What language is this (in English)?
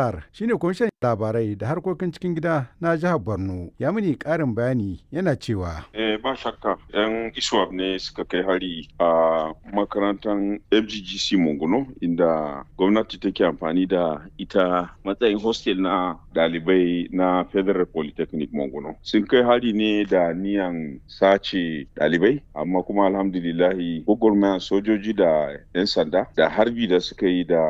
Hausa